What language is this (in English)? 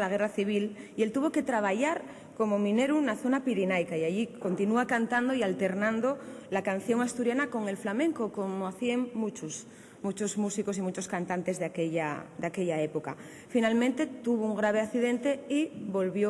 Asturian